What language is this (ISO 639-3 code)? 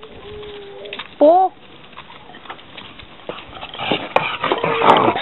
fin